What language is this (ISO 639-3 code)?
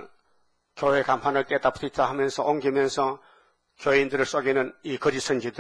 kor